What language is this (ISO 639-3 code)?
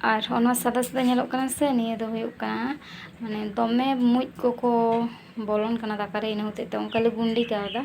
sat